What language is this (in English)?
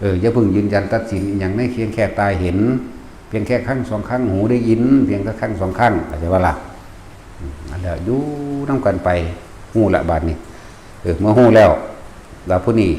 Lao